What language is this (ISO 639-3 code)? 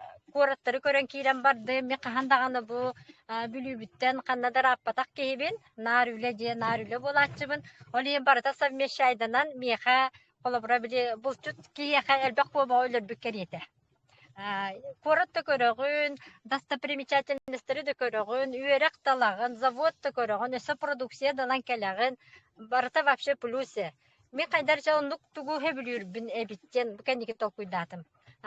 sah